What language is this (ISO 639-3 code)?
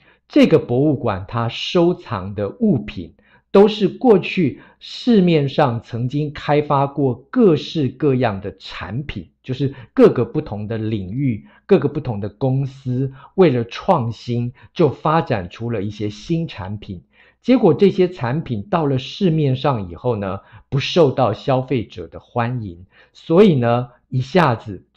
zho